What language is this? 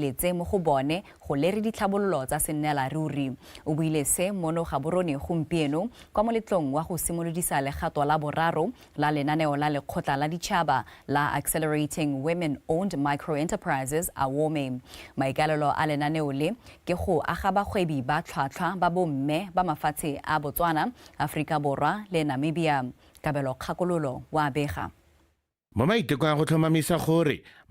Tswana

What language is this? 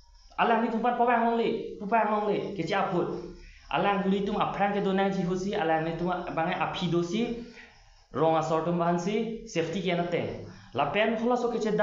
Karbi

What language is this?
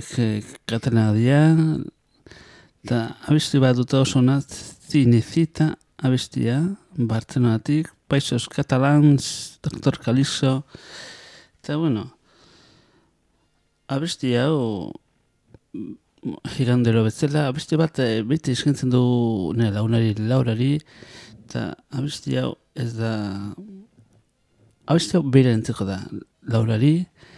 Basque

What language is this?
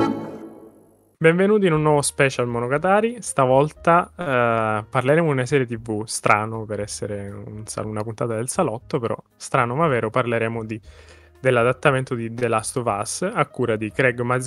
Italian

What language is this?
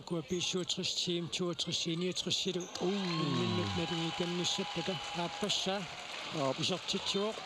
Kalaallisut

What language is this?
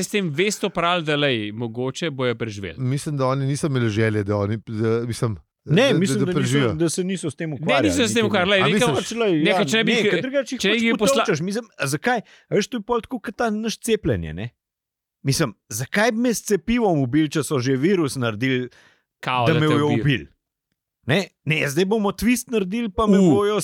Slovenian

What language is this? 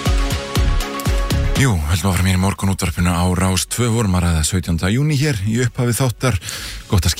Icelandic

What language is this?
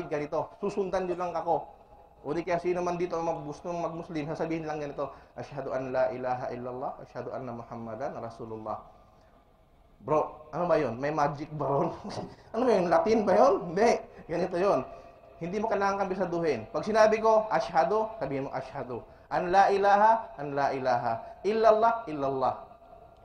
Filipino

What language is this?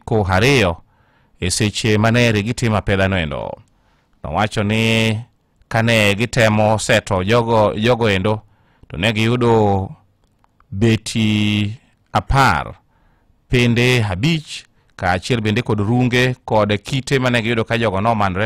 Luo (Kenya and Tanzania)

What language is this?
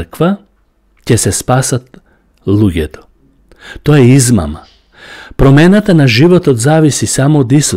Macedonian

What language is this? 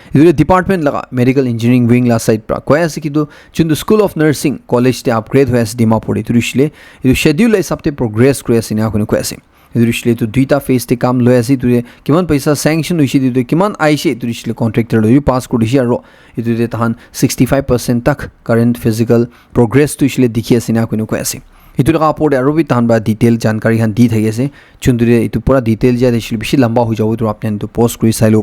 Naga Pidgin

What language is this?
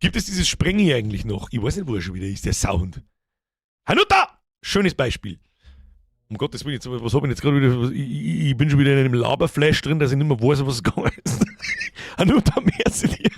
Bavarian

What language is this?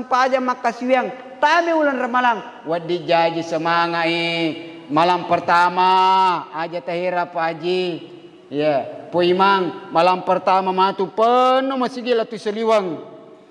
Buginese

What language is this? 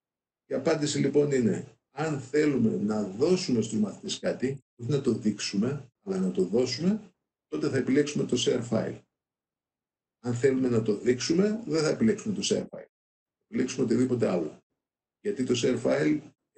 Greek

